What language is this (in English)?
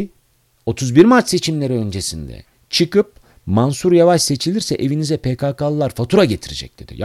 Turkish